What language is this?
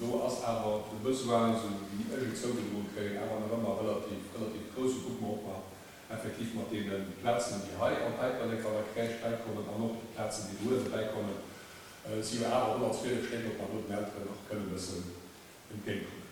Luxembourgish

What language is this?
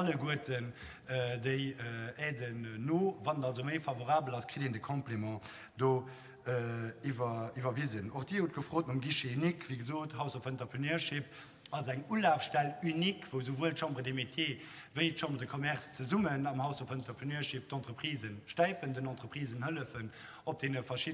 Luxembourgish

